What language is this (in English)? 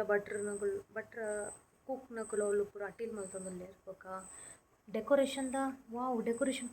Tulu